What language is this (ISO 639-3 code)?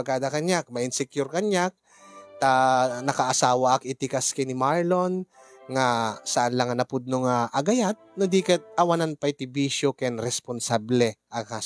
ilo